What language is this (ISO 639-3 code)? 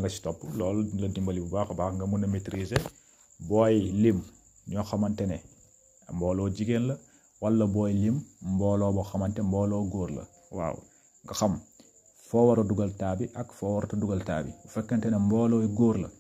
wol